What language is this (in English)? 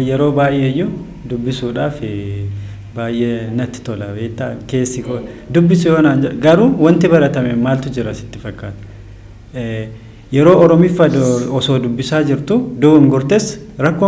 Oromo